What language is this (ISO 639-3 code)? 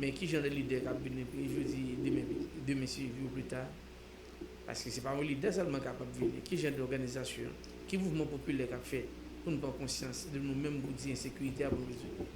hat